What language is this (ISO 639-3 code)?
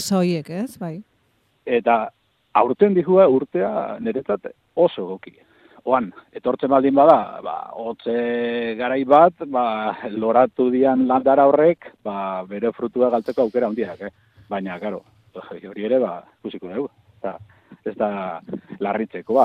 eus